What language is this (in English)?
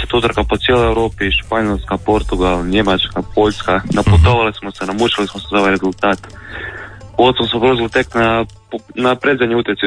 Croatian